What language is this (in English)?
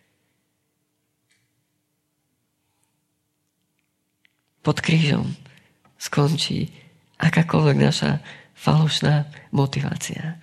Slovak